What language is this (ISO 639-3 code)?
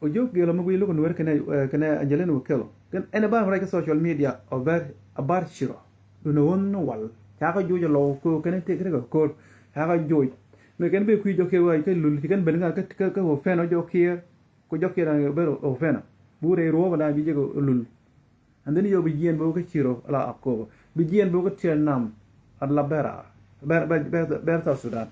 nus